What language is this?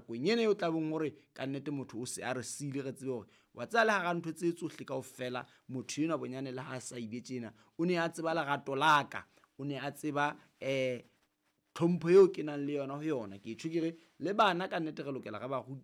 Southern Sotho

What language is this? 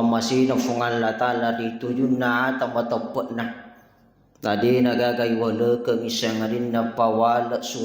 Buginese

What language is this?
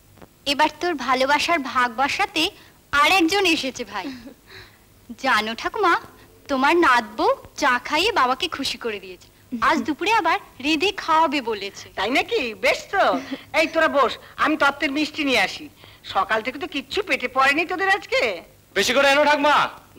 Bangla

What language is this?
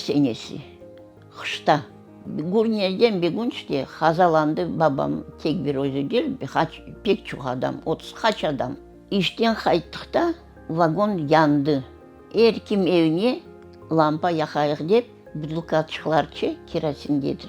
Crimean Tatar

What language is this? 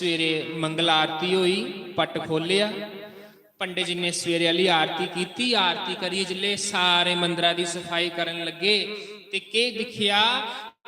Dogri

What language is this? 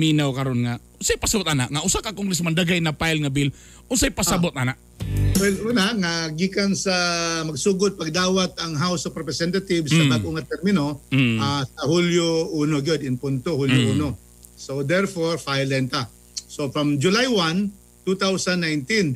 Cebuano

